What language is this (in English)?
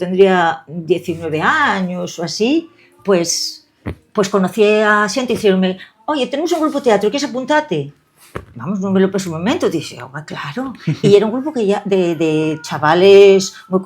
Asturian